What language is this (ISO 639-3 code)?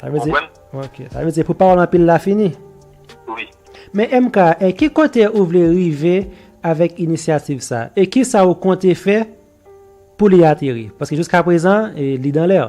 hat